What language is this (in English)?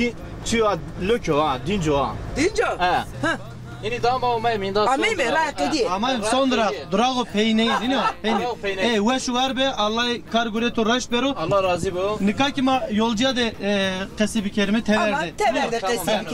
Zaza